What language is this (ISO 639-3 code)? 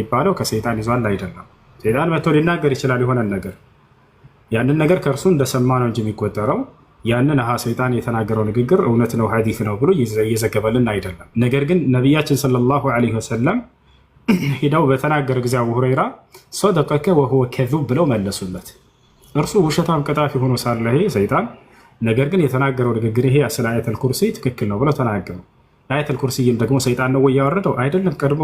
amh